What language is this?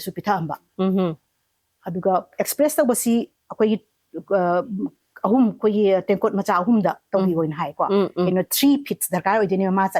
Manipuri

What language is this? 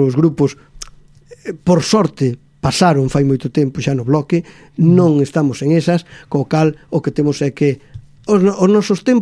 Galician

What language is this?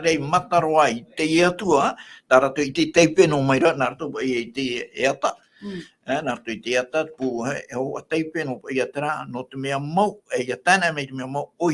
Tahitian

